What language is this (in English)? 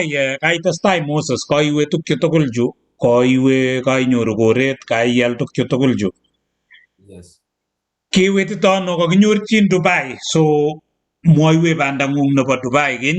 Kalenjin